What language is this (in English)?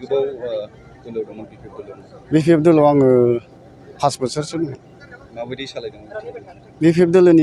Bodo